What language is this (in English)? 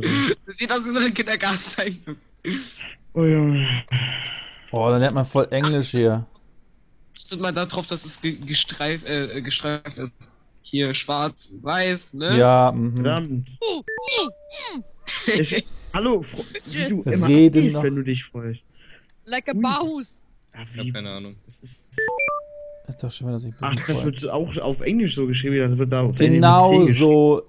German